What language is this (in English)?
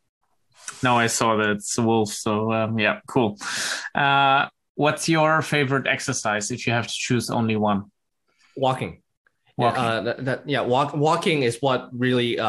English